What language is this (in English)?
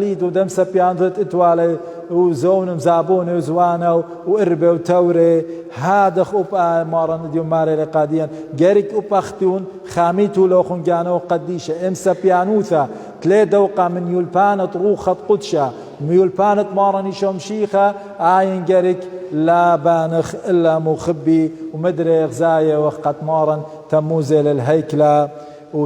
Assyrian Neo-Aramaic